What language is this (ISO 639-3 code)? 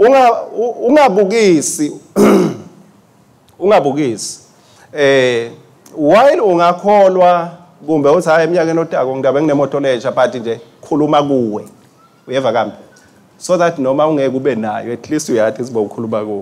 ssw